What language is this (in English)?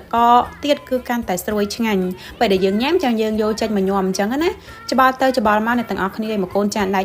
Khmer